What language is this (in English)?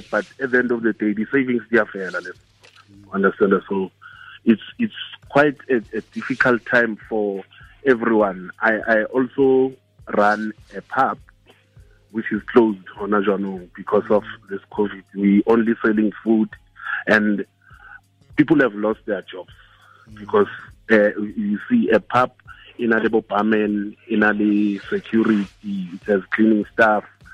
Tswana